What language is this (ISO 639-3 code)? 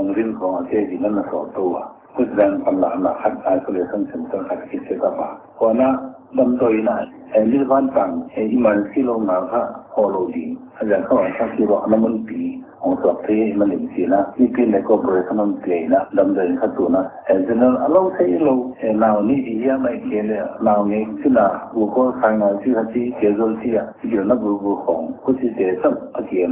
pck